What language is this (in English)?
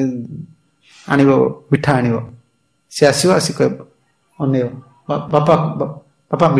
Odia